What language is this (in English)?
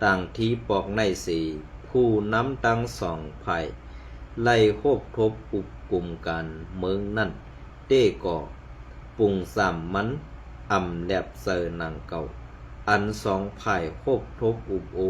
Shan